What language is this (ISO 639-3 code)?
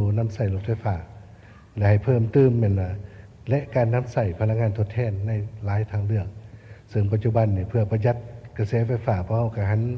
lao